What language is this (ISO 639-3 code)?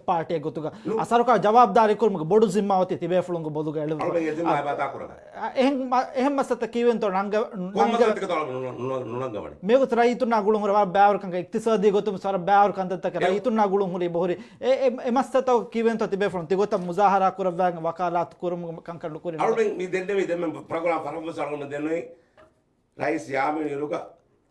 div